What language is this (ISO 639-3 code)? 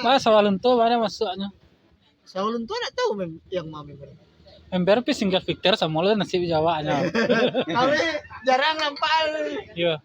min